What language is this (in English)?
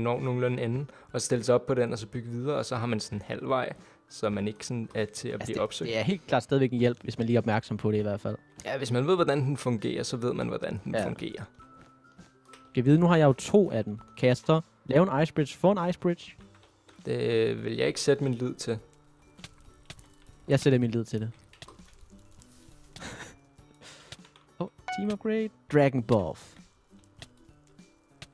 Danish